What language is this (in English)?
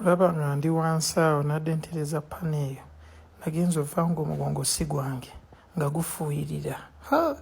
Ganda